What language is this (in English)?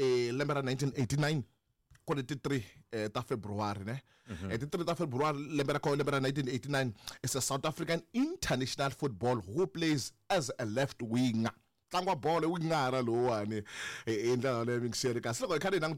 Tsonga